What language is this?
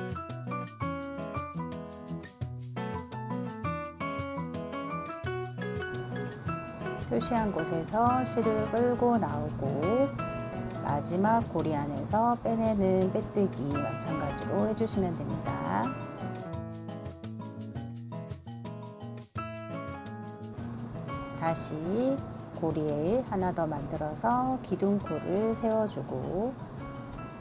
Korean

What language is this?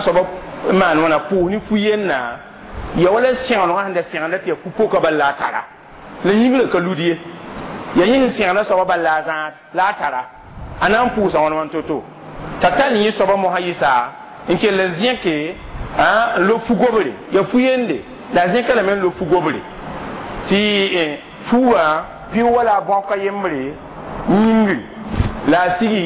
Mossi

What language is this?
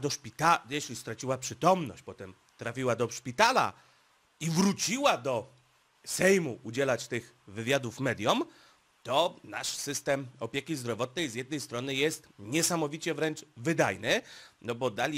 Polish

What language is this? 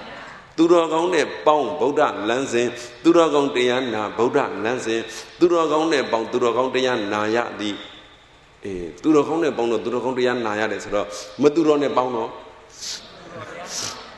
Burmese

